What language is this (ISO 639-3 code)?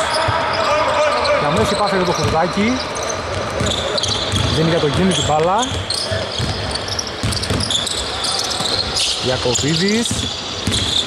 ell